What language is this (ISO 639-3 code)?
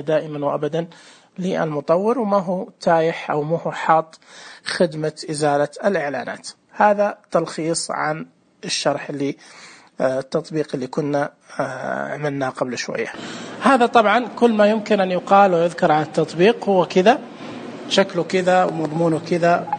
ars